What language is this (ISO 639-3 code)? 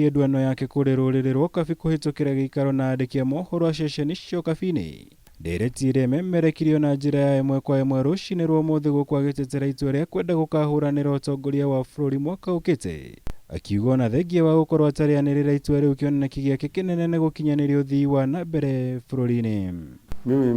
kik